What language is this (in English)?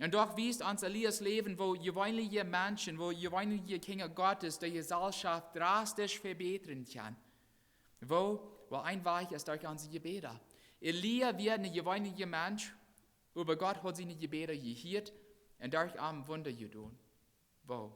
Plautdietsch